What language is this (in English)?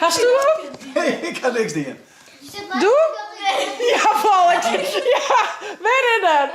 Western Frisian